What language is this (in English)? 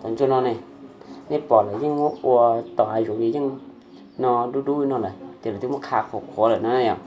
Hmong